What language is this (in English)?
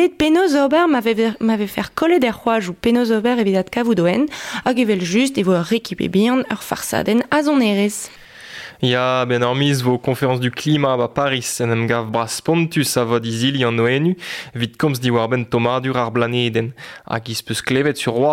Breton